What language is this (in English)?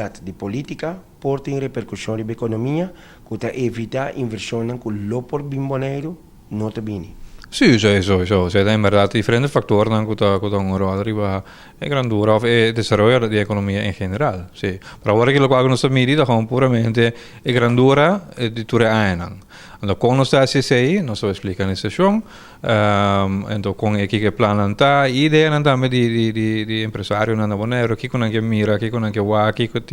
Papiamento